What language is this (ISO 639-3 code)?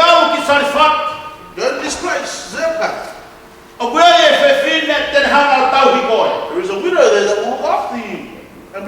ton